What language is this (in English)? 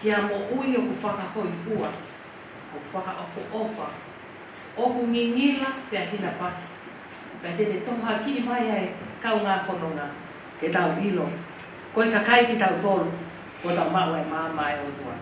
Tongan